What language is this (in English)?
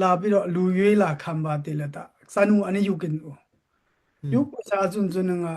Daai Chin